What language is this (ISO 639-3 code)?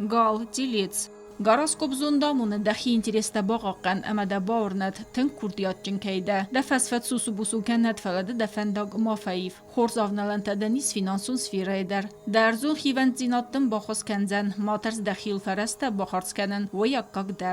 oss